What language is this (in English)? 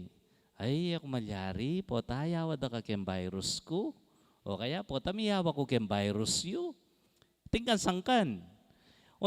Pampanga